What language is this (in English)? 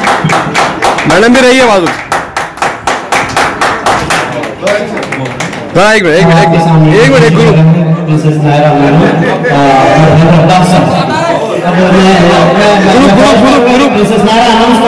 Hindi